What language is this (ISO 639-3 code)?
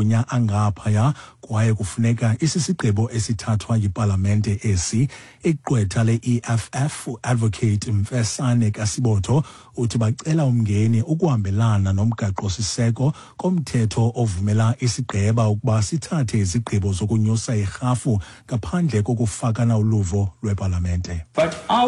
xho